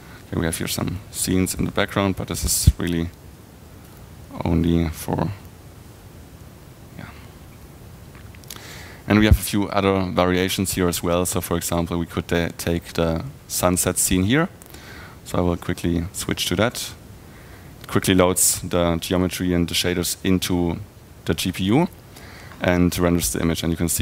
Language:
English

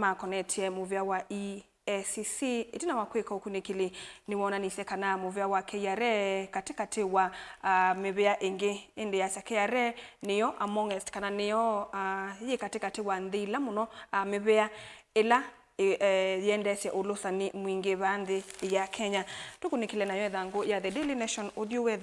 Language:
Kamba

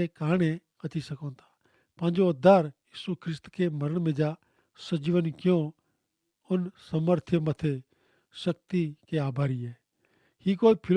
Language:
Kachhi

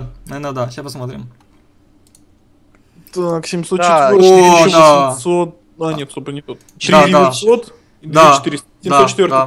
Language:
Russian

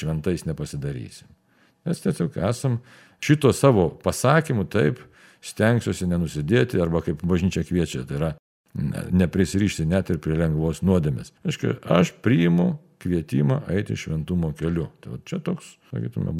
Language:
Lithuanian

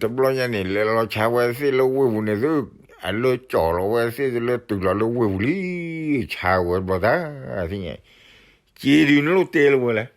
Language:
S'gaw Karen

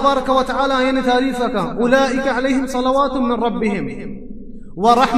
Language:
Baluchi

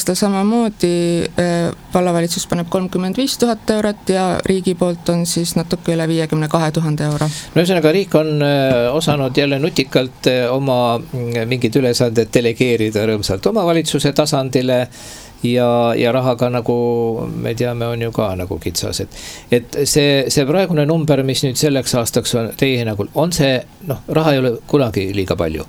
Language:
Estonian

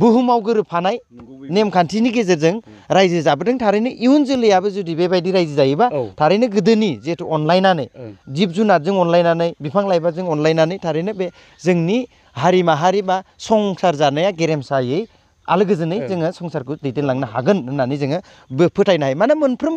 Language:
Bodo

